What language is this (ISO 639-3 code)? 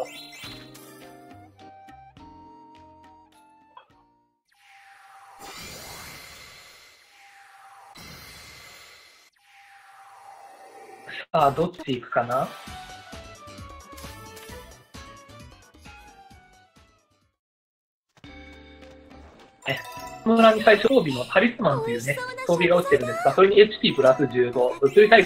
jpn